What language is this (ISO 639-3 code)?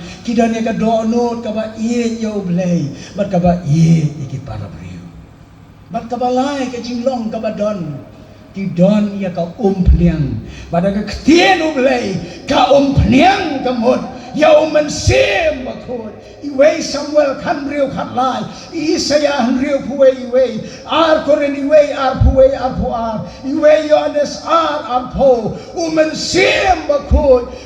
kha